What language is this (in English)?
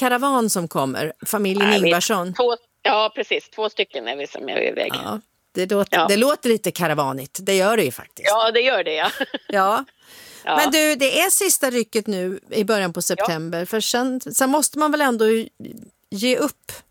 Swedish